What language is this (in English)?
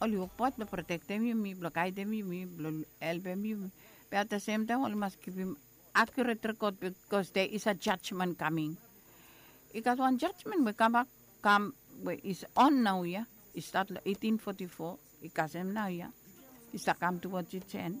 Bislama